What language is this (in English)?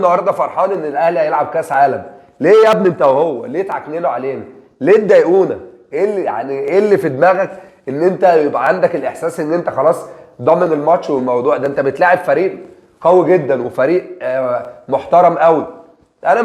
Egyptian Arabic